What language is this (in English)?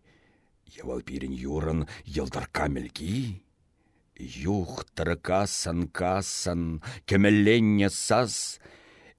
Chuvash